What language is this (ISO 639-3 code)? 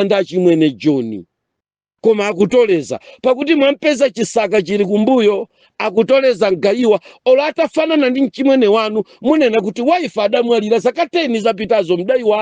nya